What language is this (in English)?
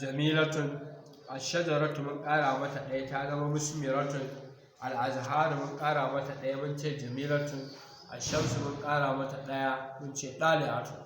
Hausa